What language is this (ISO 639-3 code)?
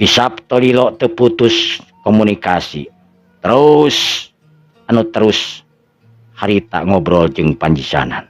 sun